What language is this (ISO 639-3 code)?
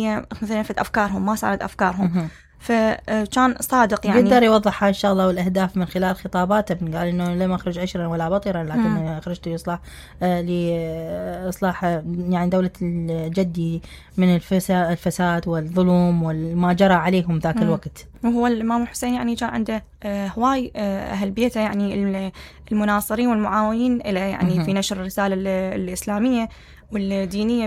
acm